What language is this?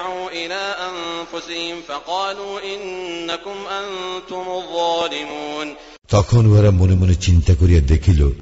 Bangla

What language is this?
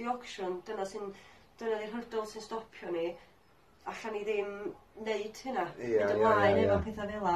Welsh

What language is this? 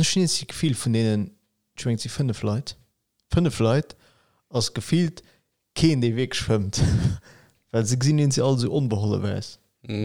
Luxembourgish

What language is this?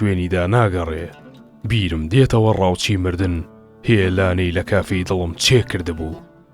Central Kurdish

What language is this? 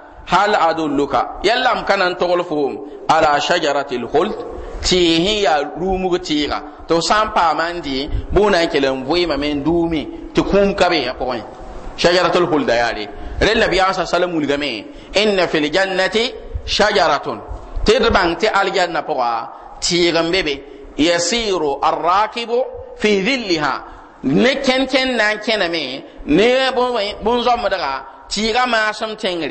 Mossi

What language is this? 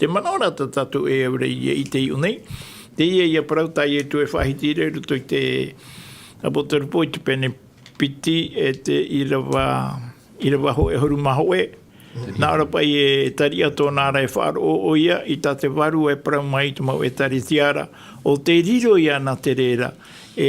Tahitian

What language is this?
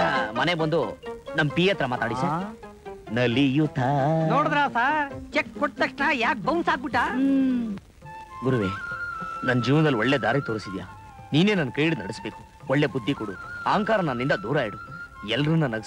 Kannada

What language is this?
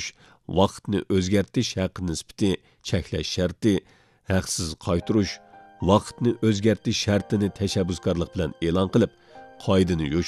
Uyghur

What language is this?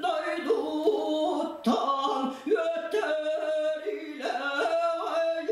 Yakut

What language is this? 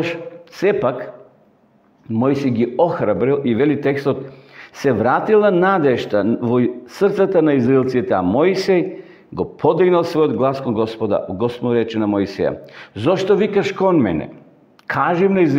Macedonian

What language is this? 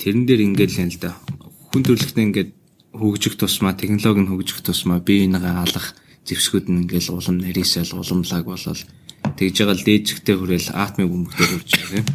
Mongolian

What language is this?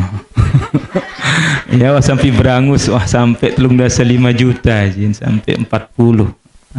Sasak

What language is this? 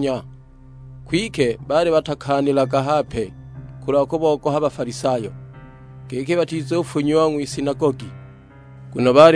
Sukuma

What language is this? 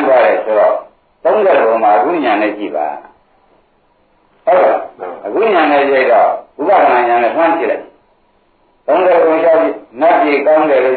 Burmese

